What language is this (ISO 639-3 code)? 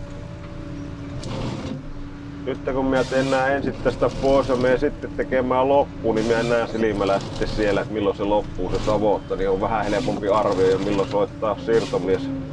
fin